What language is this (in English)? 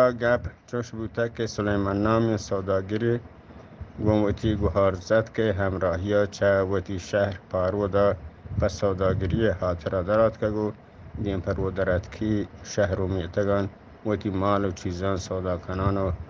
Eastern Balochi